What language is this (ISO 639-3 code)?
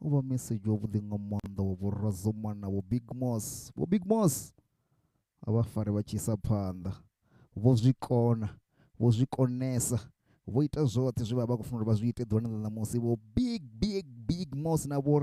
ven